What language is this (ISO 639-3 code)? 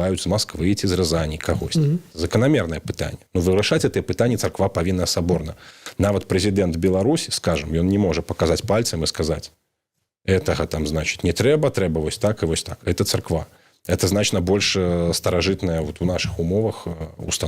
bel